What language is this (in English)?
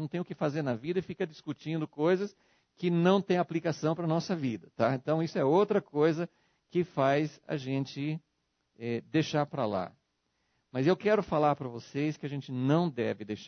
Portuguese